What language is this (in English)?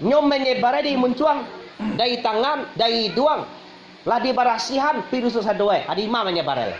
Minangkabau